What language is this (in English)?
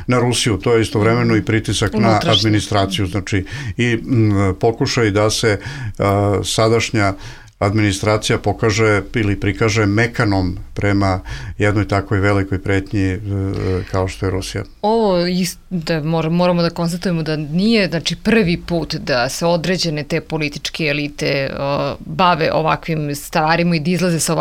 Bosnian